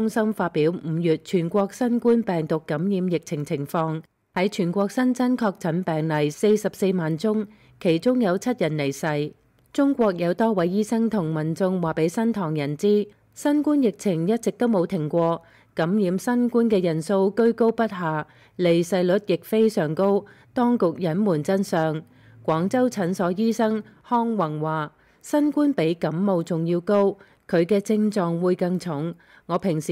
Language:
Cantonese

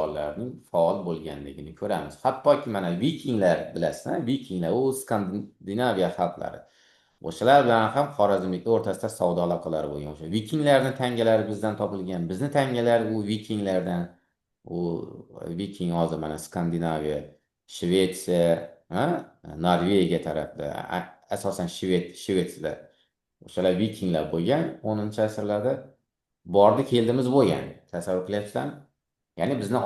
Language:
Uzbek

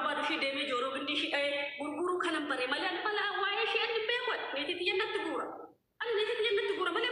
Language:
Oromo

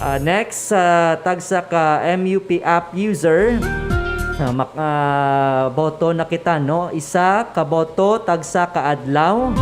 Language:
Hiligaynon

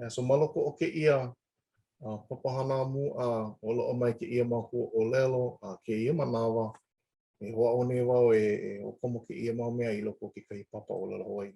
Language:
Hawaiian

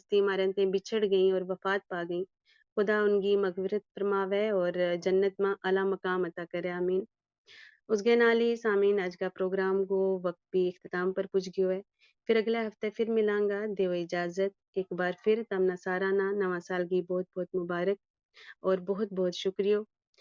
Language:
Gujari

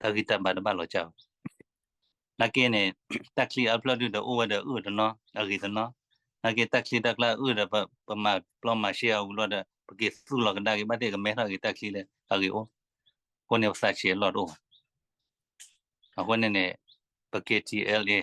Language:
S'gaw Karen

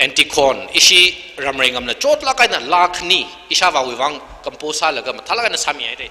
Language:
Tangkhul Naga (India)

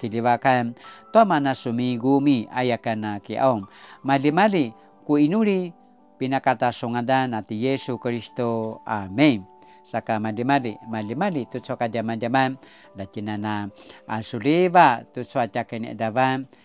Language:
Paiwan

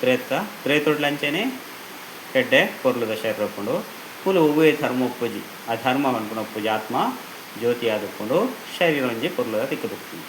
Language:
Tulu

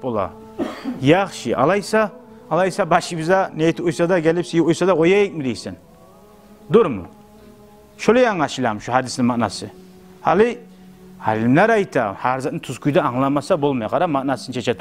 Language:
Kumyk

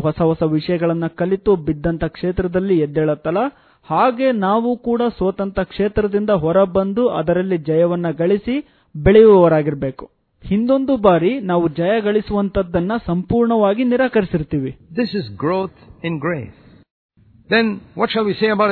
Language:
Kannada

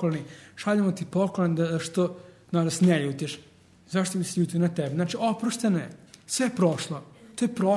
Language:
Serbian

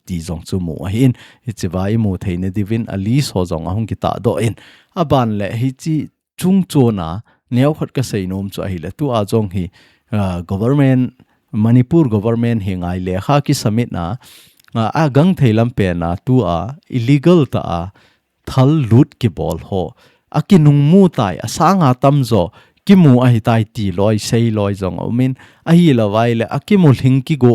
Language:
Thado Chin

